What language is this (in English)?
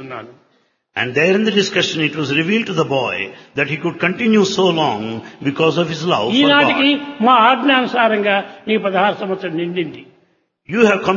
Telugu